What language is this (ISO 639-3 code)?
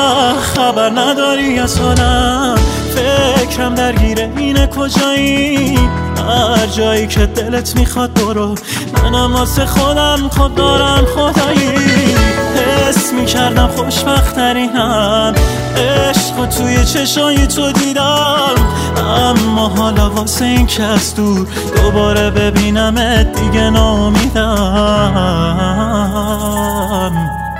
fas